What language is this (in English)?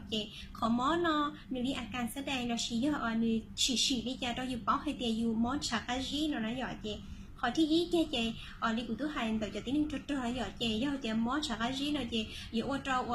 Hmong